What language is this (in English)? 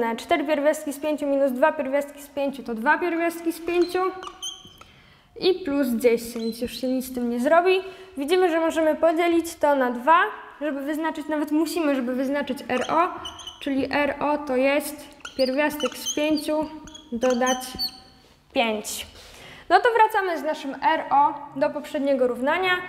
Polish